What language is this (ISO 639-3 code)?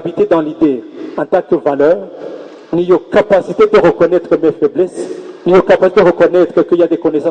run